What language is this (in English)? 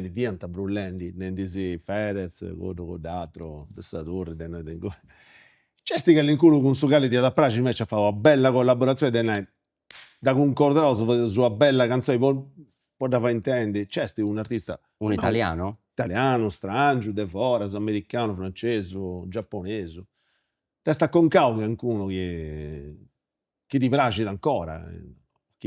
Sardinian